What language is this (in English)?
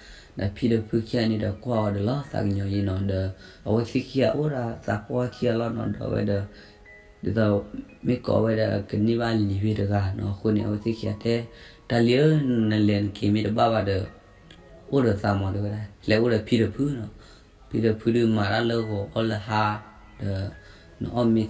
S'gaw Karen